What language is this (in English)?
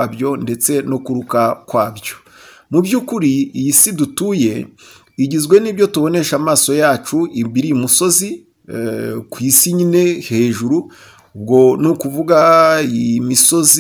Kinyarwanda